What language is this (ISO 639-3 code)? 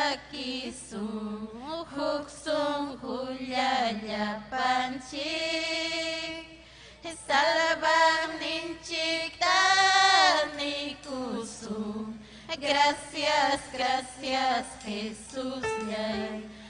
quy